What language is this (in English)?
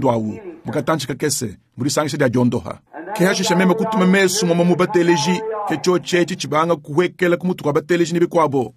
Luba-Lulua